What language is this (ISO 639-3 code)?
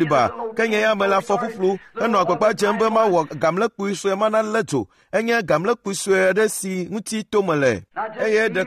ewe